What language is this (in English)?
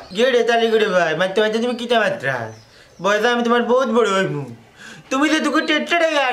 Sylheti